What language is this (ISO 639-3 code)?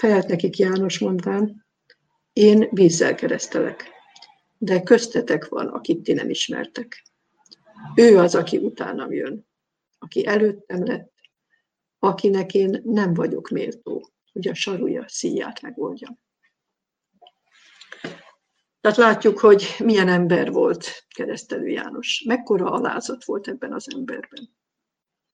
hun